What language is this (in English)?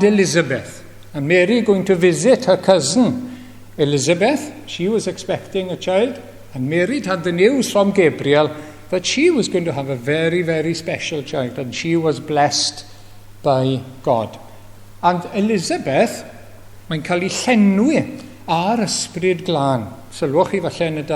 Welsh